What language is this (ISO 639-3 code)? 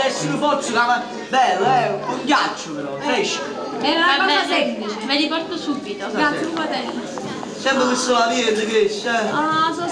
nap